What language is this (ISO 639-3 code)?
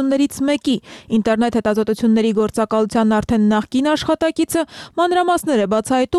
hye